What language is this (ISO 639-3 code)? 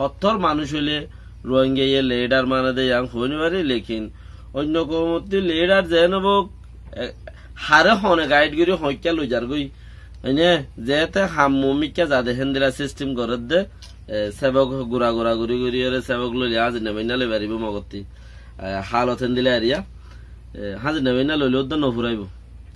rhg